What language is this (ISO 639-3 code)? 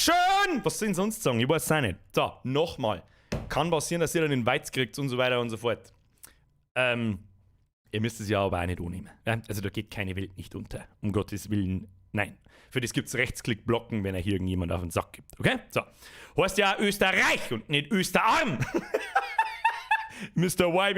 bar